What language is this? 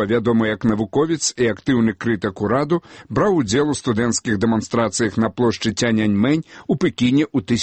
Belarusian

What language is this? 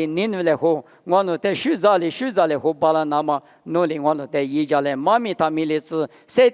Lisu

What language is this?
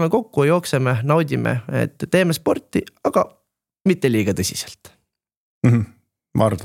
Estonian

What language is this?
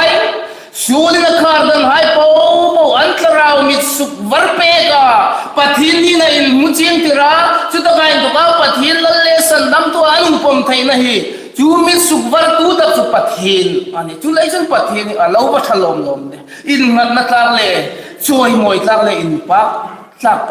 Hmar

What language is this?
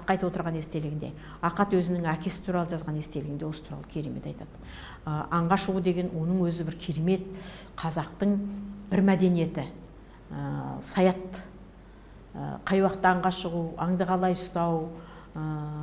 Kazakh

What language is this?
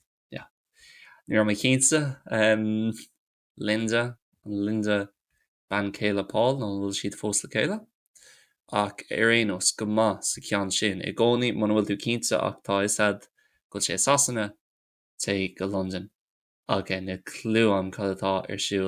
Irish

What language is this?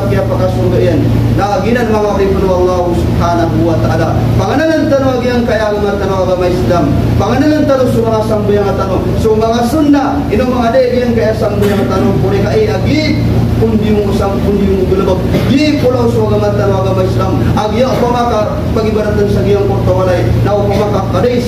Maranao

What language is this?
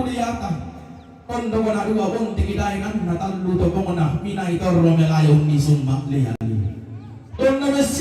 Toraja-Sa'dan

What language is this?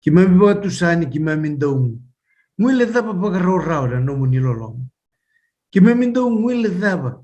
Fijian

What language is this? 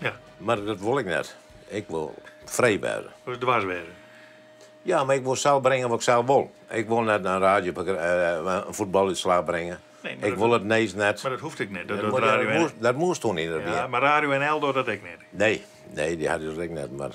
Western Frisian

